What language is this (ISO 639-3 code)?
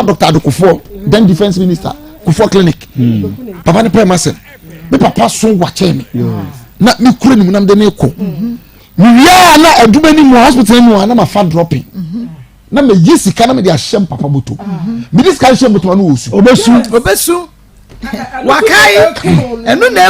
aka